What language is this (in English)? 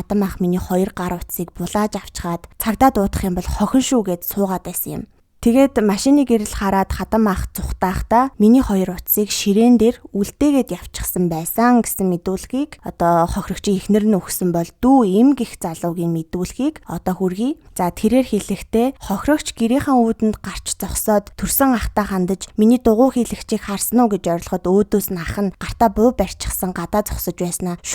Mongolian